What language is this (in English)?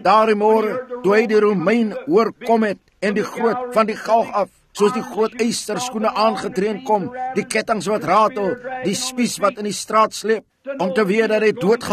Afrikaans